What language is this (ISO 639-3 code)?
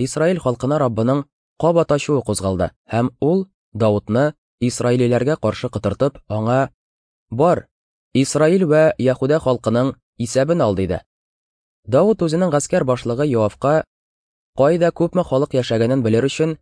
tat